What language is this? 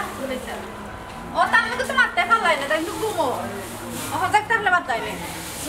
Sylheti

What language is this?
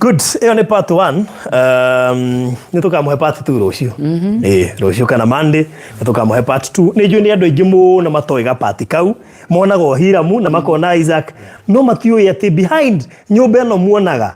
Kikuyu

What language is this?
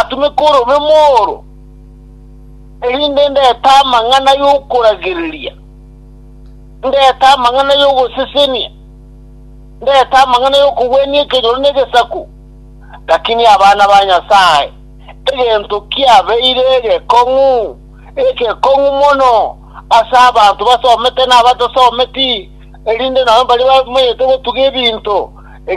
Gusii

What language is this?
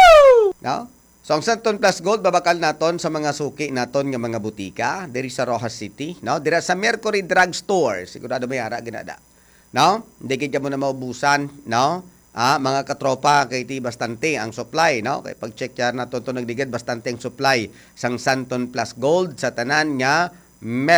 Hiligaynon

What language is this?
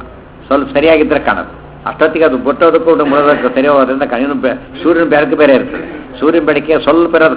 Kannada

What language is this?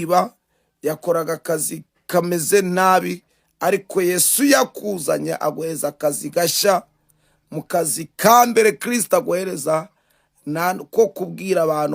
Kinyarwanda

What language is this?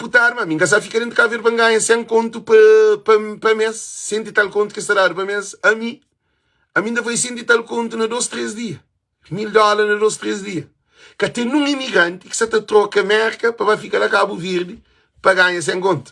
Kabuverdianu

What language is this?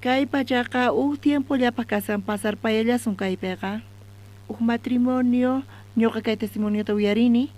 South Bolivian Quechua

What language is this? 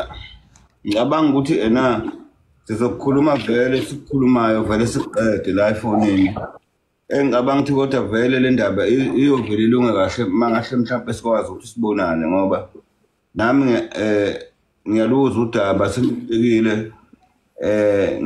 Zulu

